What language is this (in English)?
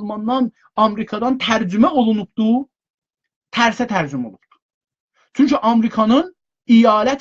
South Azerbaijani